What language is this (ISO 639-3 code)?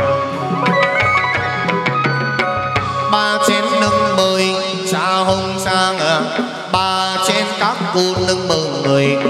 vie